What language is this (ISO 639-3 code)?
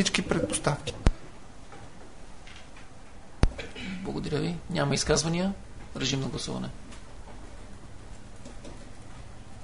bul